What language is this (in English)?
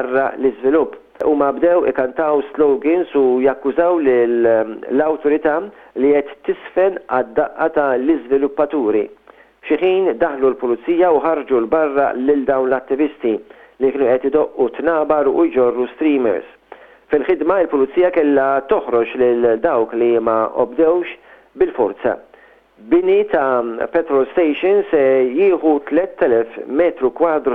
Maltese